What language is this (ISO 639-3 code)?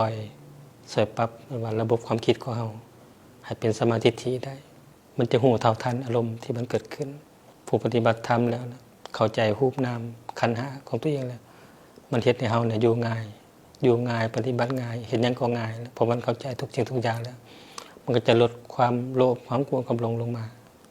lao